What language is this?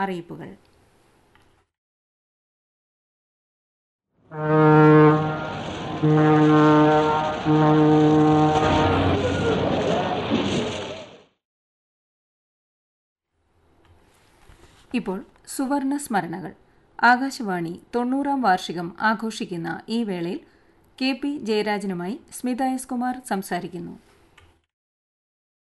Malayalam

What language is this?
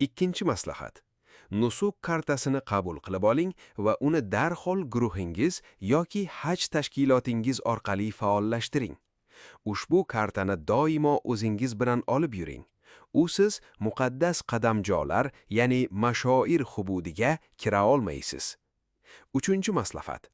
Uzbek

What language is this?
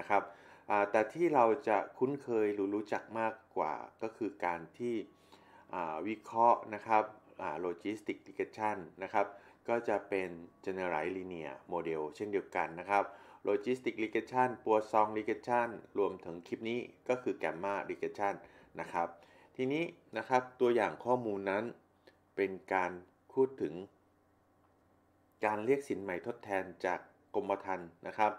Thai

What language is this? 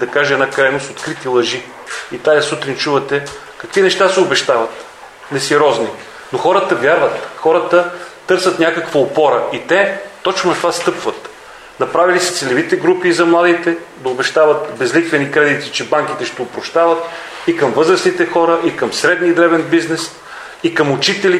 Bulgarian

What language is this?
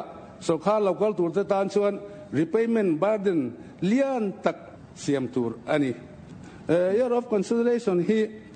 Mizo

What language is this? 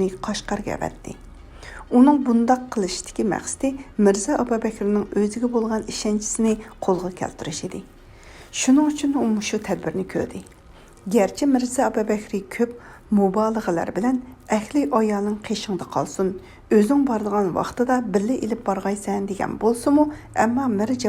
Uyghur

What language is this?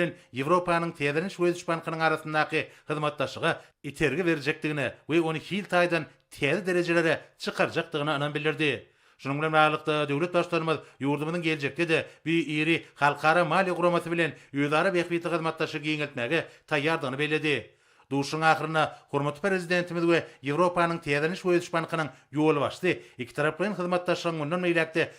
Turkmen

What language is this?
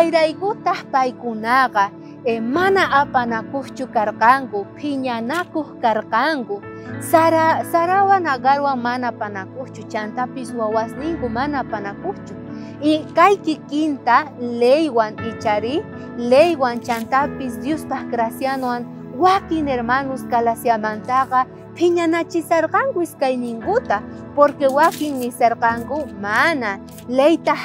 South Bolivian Quechua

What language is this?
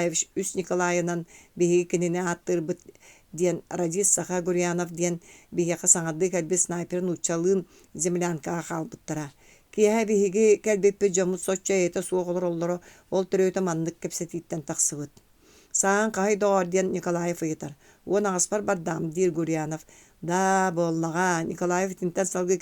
Yakut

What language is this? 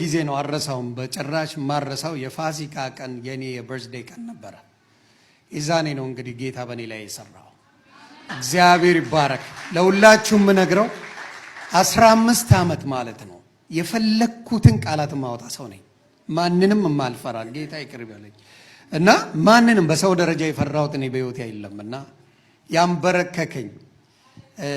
Amharic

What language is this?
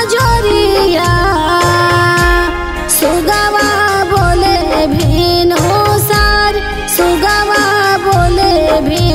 Bhojpuri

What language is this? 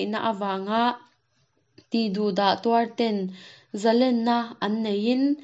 Mizo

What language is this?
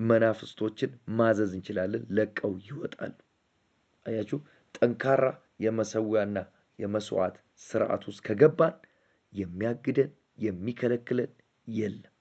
Amharic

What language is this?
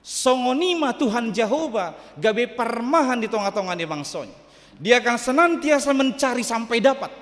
Batak Toba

